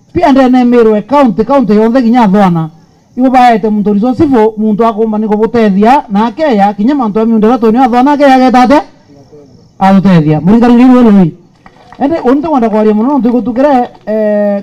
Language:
Meru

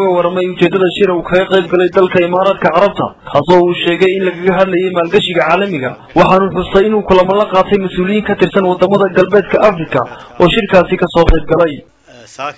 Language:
Somali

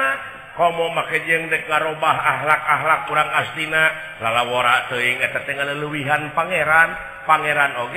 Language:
Sundanese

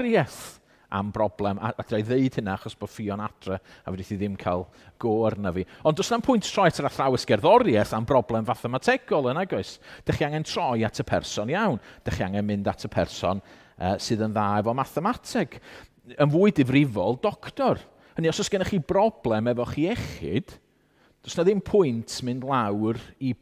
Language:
Welsh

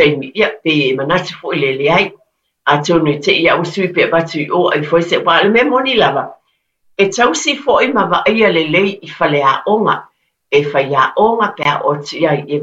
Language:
Samoan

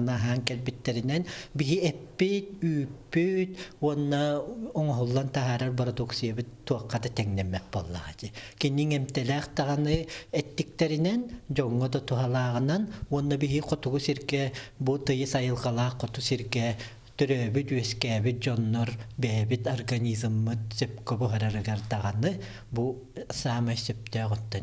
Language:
Yakut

